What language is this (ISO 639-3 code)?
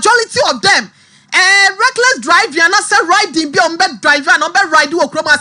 aka